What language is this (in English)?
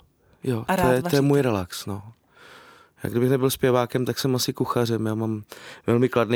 Czech